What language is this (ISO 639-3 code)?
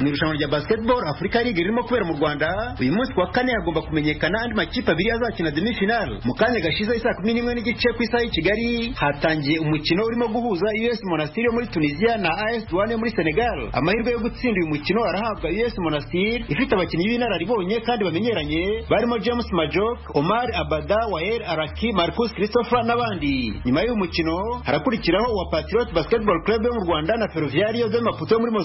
kin